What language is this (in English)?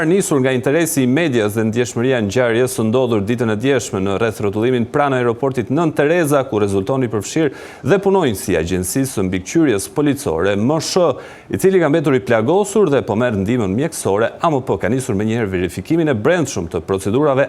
Albanian